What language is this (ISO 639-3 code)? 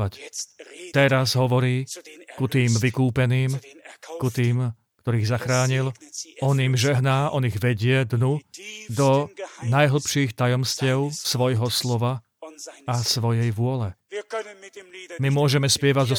slk